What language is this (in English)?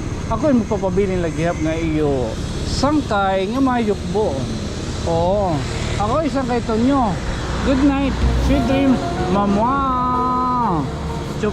Waray